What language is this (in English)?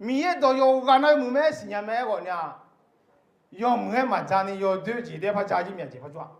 Akha